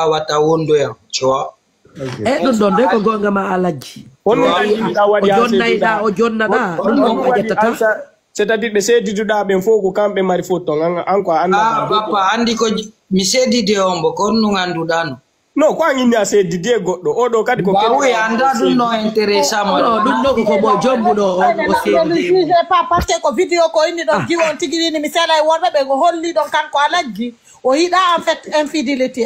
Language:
Fula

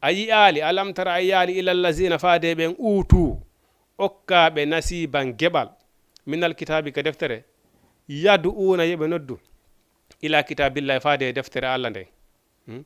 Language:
Fula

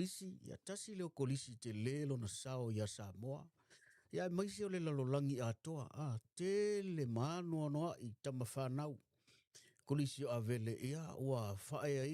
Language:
Samoan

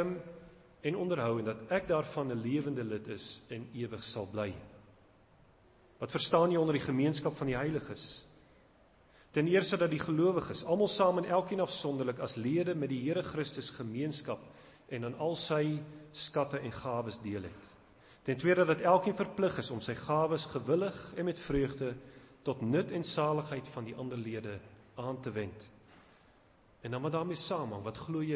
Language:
Afrikaans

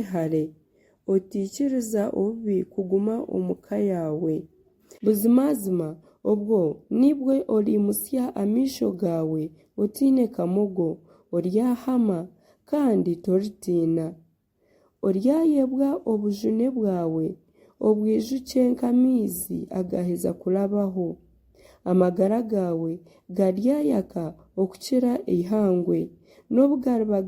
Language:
Nyankole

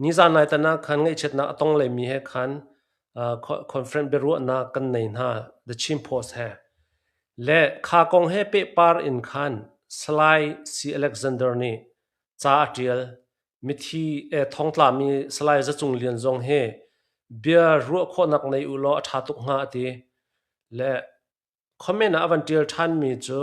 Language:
Hakha Chin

